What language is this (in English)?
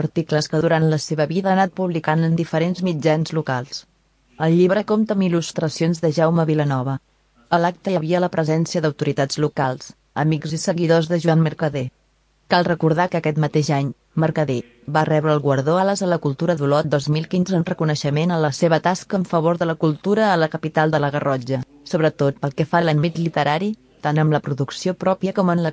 Catalan